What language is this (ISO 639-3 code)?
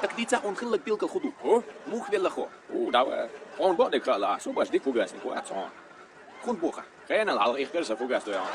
che